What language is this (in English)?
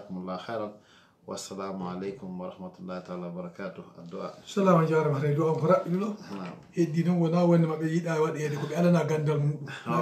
Fula